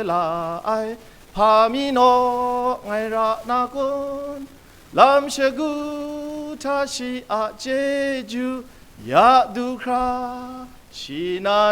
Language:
Kachin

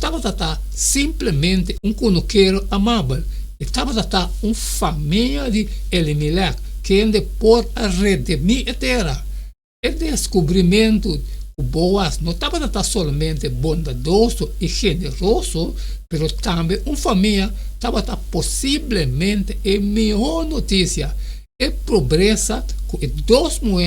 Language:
Papiamento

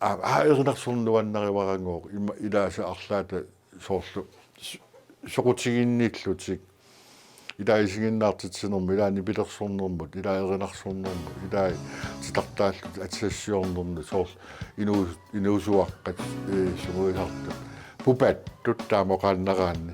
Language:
Kalaallisut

